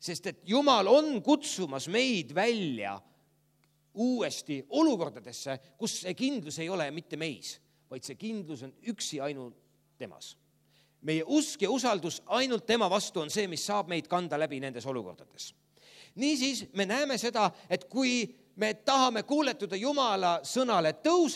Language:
Estonian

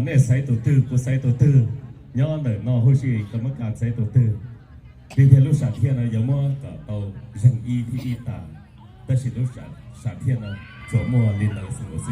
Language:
Hmong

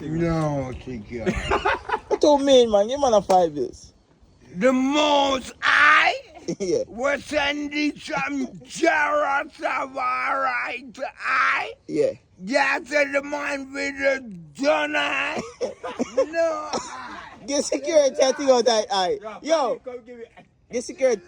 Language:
Jamaican Creole English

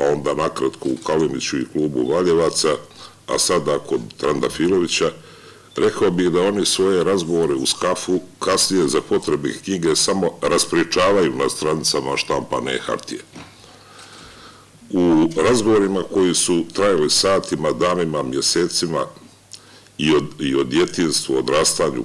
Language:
Serbian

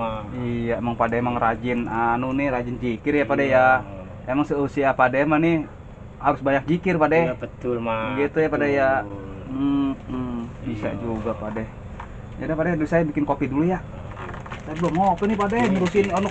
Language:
Betawi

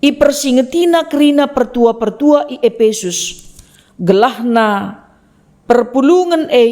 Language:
Batak Karo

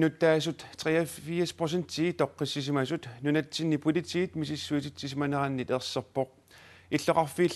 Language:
Kalaallisut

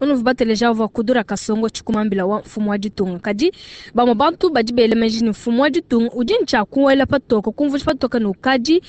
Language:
Luba-Lulua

